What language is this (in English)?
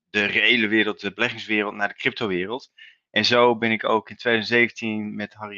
Dutch